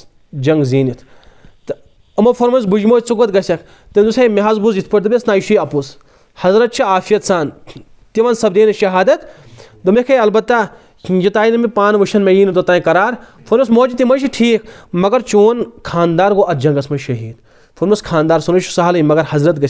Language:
Kashmiri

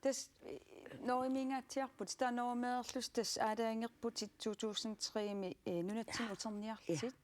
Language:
Kalaallisut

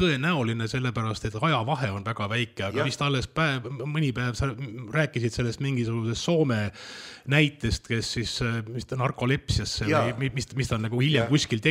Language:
Estonian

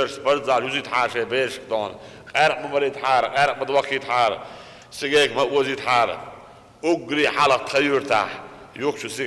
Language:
Chechen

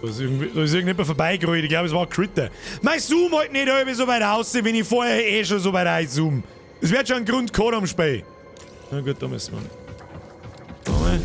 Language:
Bavarian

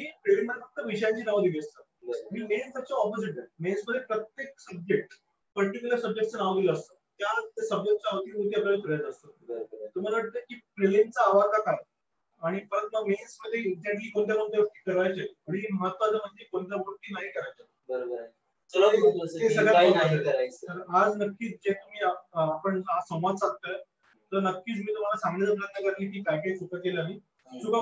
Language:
Marathi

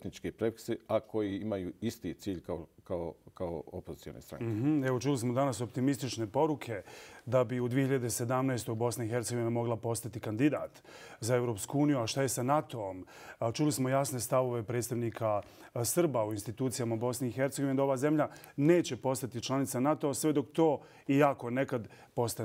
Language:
Bosnian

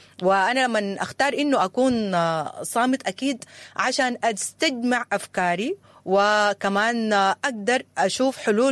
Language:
Sudanese Arabic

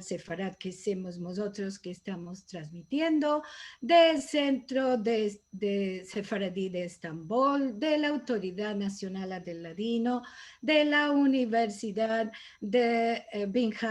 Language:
Ladino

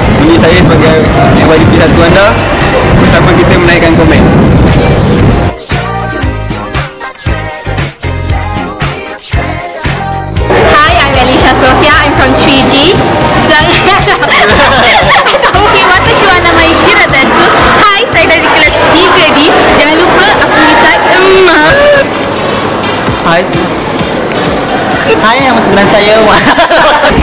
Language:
Malay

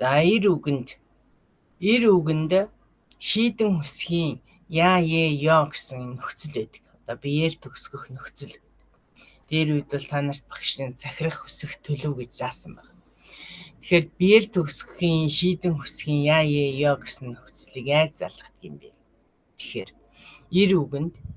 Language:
Mongolian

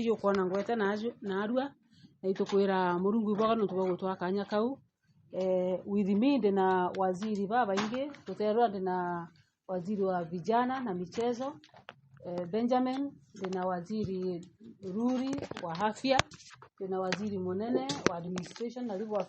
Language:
Meru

